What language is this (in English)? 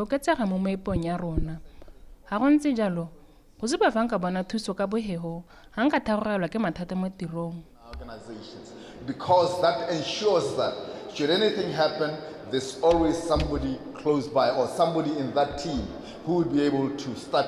Tswana